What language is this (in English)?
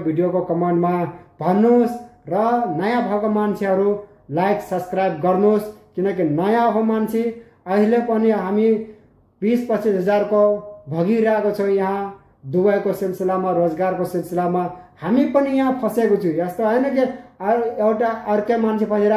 Nepali